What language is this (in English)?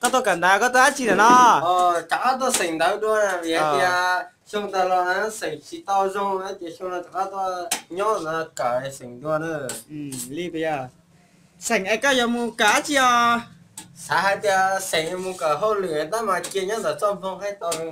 Hmong